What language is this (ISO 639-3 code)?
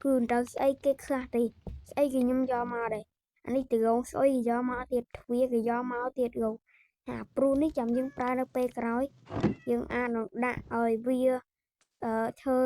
khm